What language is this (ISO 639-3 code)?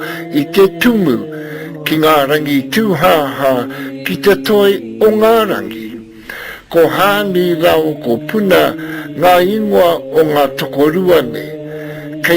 mri